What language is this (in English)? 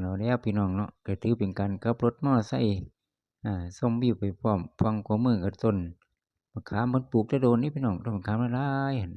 Northeastern Thai